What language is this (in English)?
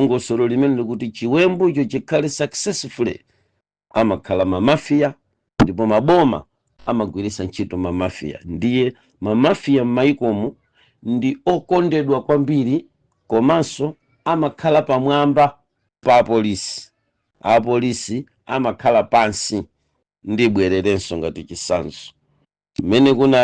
Nyanja